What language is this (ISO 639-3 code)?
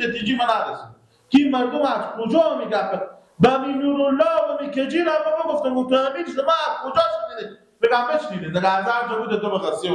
fas